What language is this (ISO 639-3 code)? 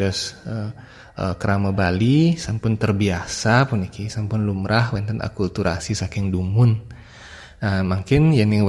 ban